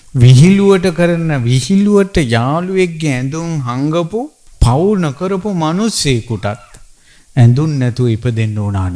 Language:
Sinhala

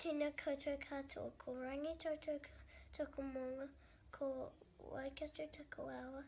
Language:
Māori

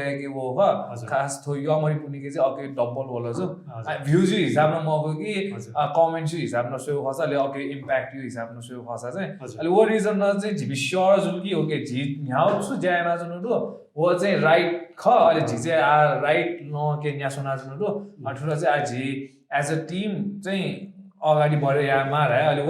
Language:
Newari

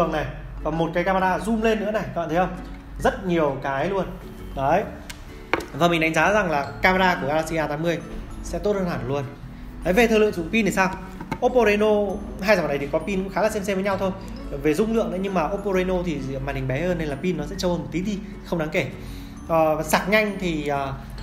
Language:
Vietnamese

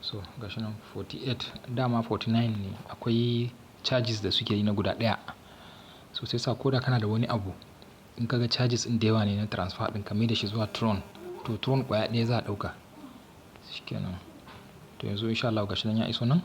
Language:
Hausa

